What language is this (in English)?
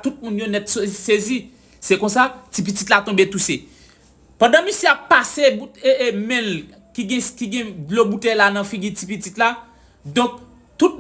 Haitian Creole